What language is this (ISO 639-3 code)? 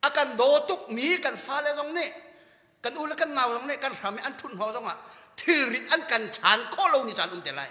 cnh